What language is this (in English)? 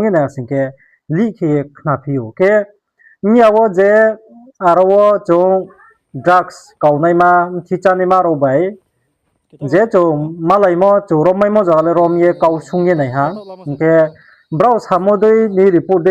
Riang (India)